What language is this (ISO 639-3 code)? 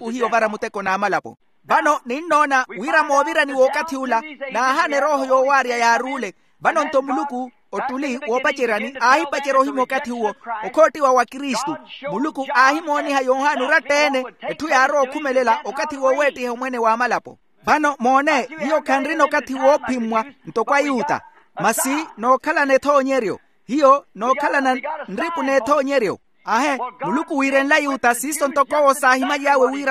vmw